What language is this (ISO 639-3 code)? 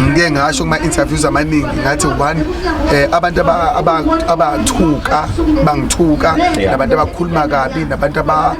zul